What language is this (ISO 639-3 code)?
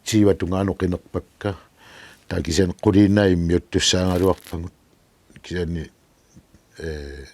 kal